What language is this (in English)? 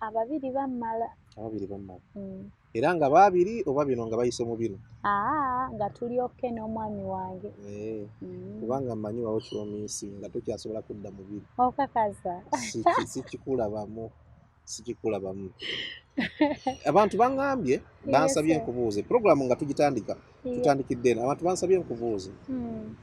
Ganda